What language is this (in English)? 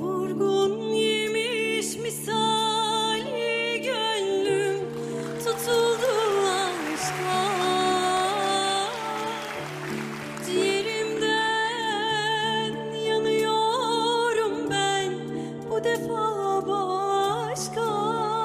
Turkish